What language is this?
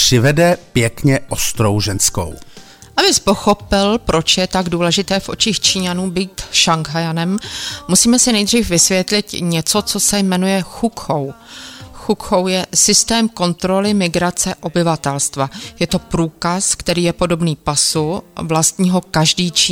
Czech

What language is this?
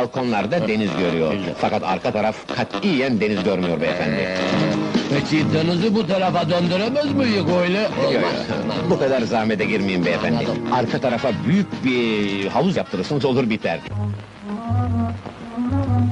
Turkish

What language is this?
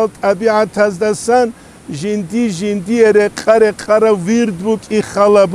Avaric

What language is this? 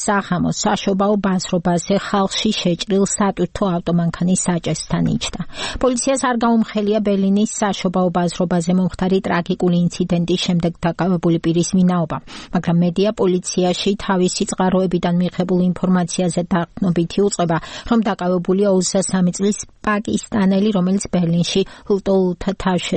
Georgian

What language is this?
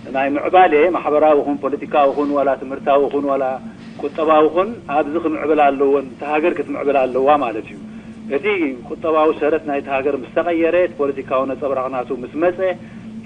Tigrinya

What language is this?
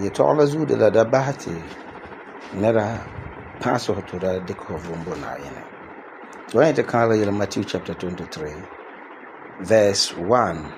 Frafra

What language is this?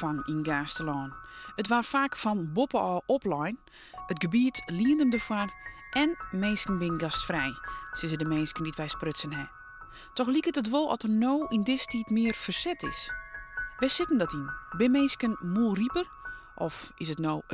Western Frisian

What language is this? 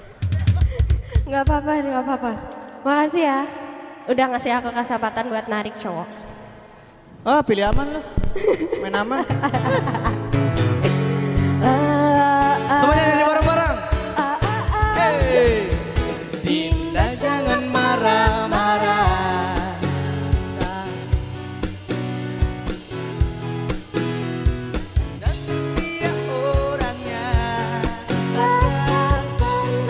Indonesian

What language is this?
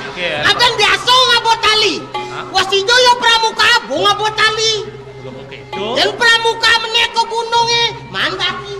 Balinese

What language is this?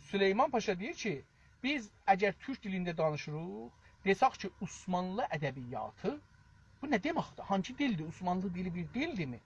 South Azerbaijani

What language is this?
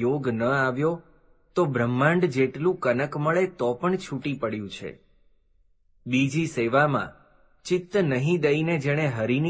Gujarati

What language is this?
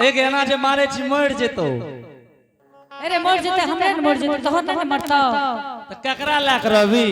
Angika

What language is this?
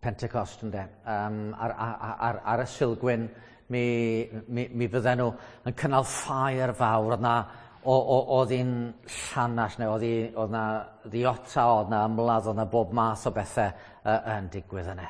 Welsh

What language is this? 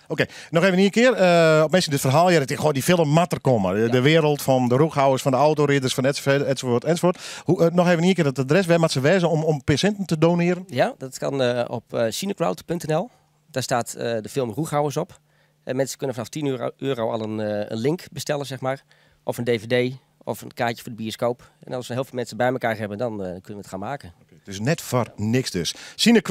Western Frisian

